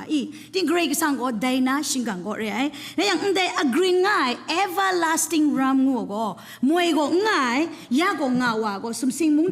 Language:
Kachin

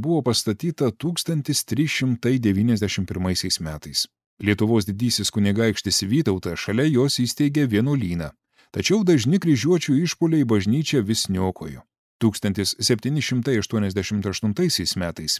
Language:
Lithuanian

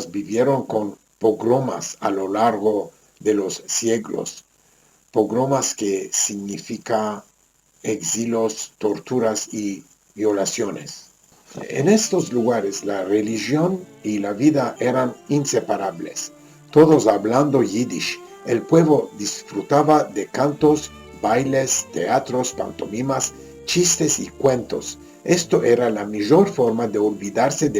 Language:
Ladino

